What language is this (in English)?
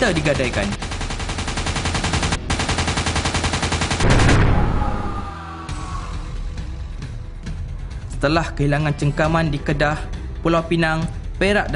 Malay